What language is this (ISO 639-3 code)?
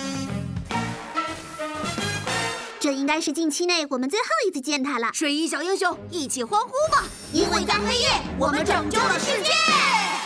zho